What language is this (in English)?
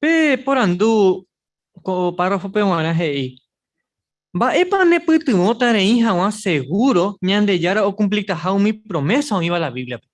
Guarani